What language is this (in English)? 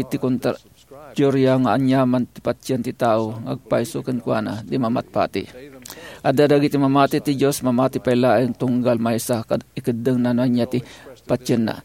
Iloko